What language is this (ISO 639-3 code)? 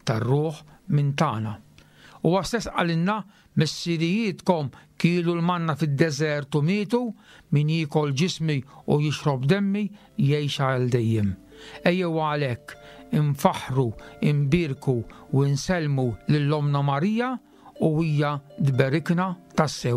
mlt